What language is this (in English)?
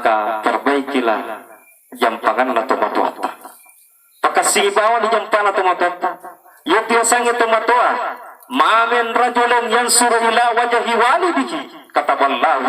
Buginese